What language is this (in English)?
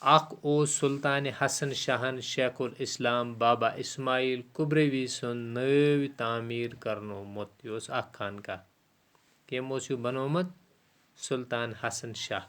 Kashmiri